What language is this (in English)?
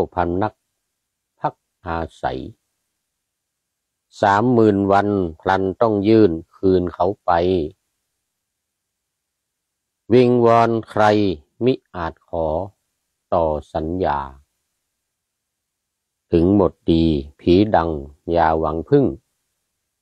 Thai